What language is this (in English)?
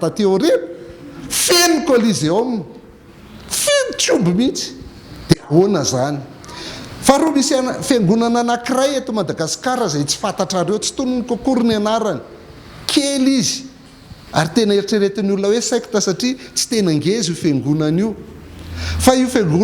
Malagasy